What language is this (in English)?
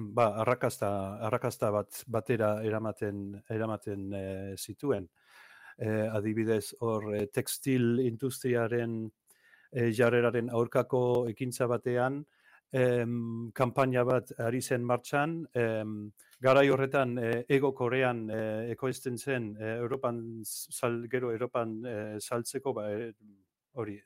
Basque